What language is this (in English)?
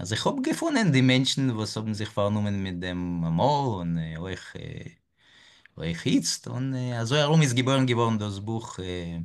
Yiddish